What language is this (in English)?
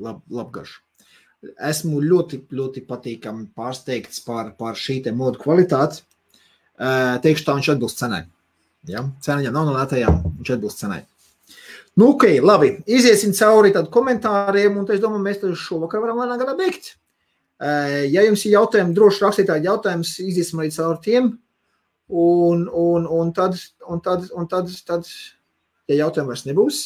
Latvian